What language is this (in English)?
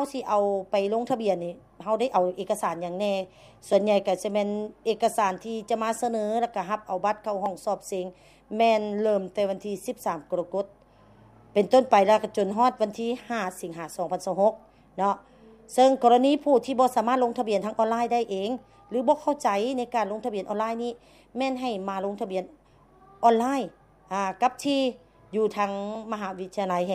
Lao